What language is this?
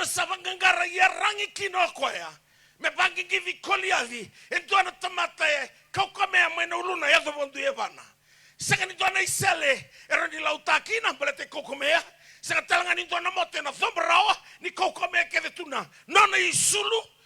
Fijian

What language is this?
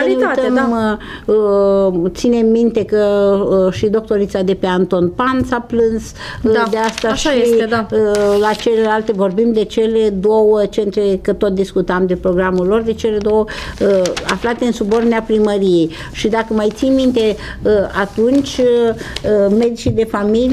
Romanian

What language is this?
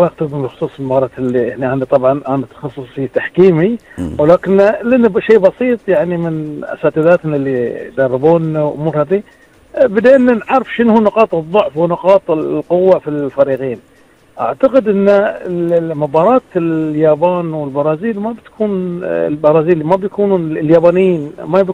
Gulf Arabic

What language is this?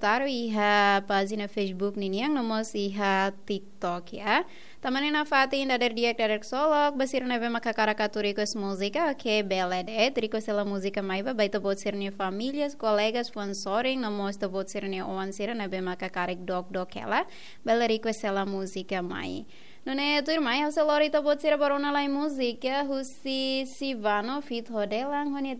Tetum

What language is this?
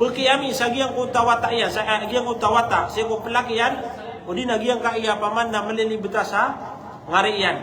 Maranao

